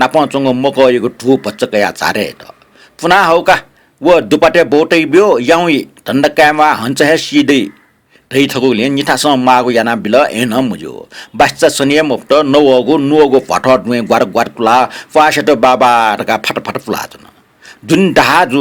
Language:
Newari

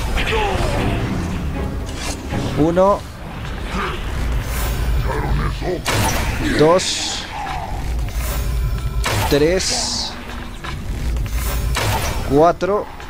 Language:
Spanish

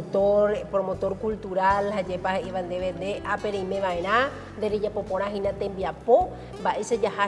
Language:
Guarani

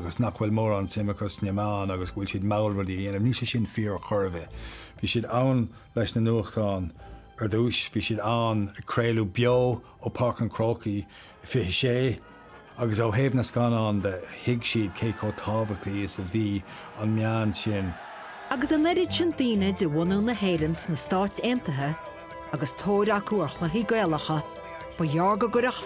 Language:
Irish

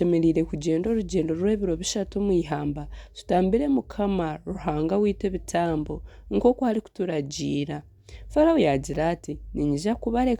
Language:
Nyankole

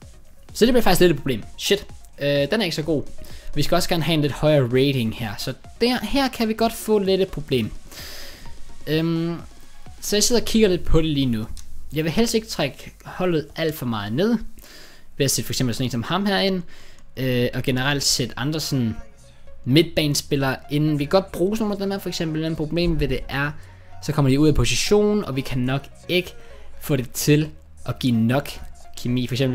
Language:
Danish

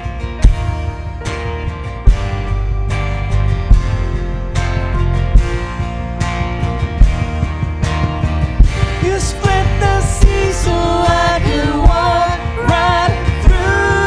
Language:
English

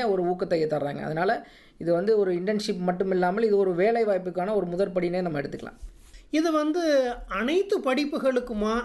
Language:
Tamil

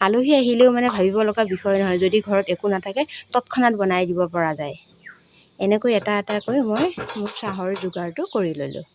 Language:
Assamese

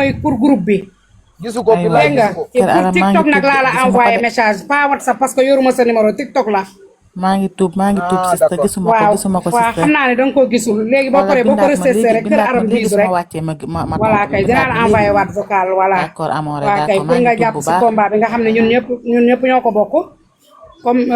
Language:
Wolof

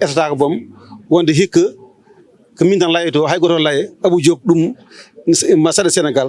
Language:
Fula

